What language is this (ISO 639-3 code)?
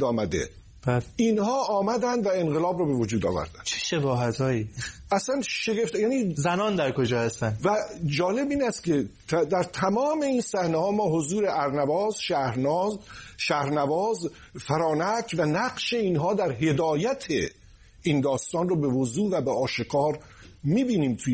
fas